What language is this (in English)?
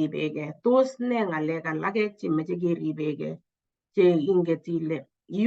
Kalenjin